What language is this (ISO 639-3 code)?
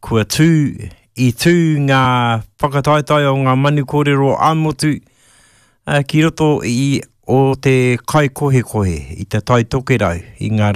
mri